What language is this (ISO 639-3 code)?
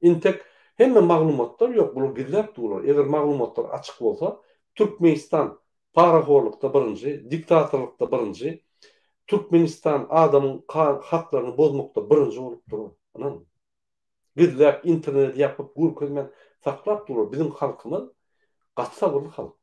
tuk